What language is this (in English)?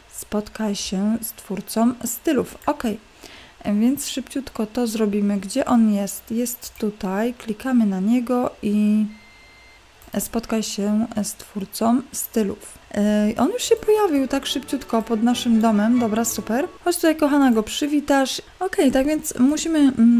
Polish